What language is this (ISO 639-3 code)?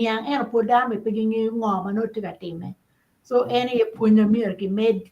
ach